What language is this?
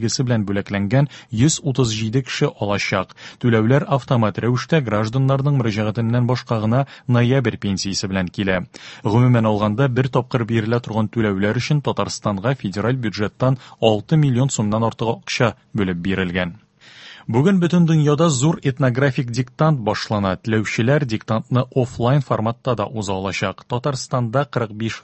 Tatar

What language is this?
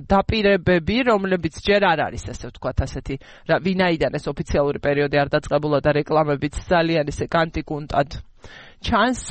Georgian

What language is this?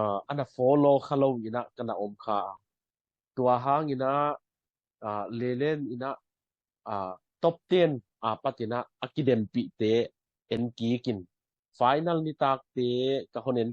Tedim Chin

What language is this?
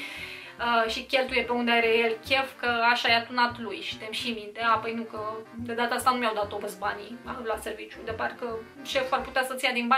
Romanian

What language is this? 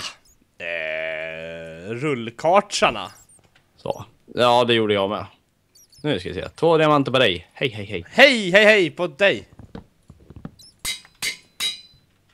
Swedish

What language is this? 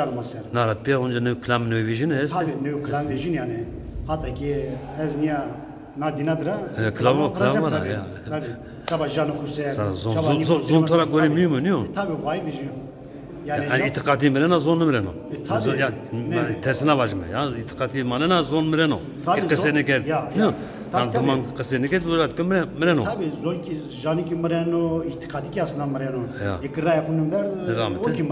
Zaza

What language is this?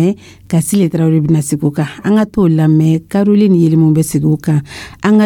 Dyula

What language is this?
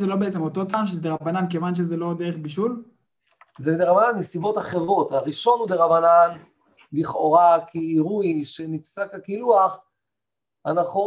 Hebrew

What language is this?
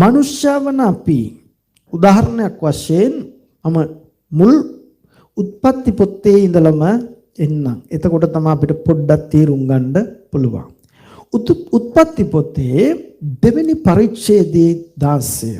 Sinhala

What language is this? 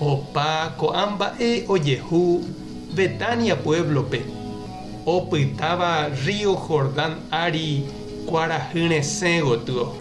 Guarani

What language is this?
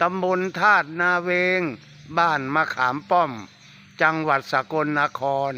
Northeastern Thai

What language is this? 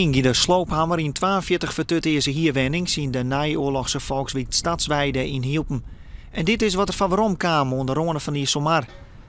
Western Frisian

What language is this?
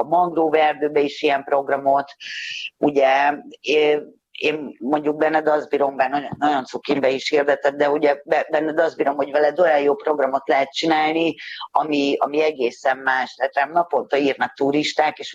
Hungarian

